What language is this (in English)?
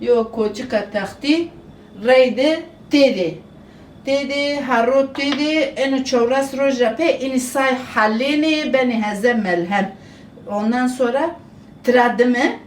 Zaza